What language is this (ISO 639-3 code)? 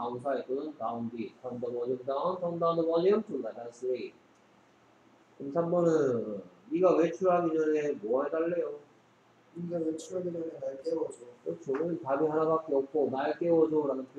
kor